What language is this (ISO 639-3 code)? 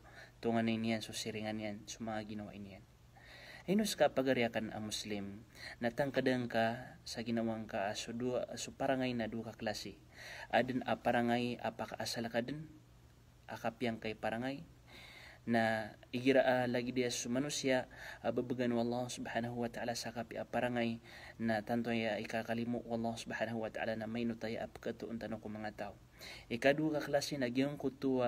mrw